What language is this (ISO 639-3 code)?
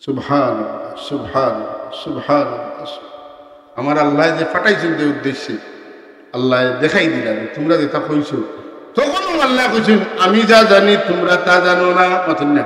syl